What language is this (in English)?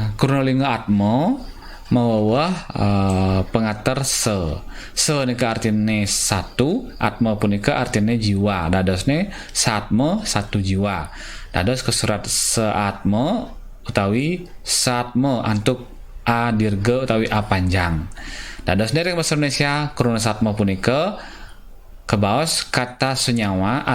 Balinese